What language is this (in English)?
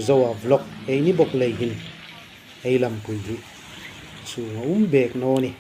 Hmar